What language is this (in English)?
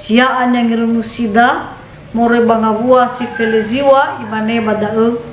Nias